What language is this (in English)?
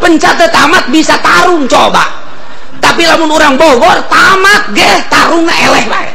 Sundanese